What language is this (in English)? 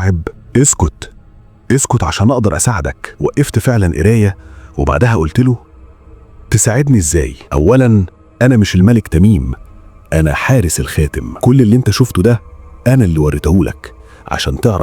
Egyptian Arabic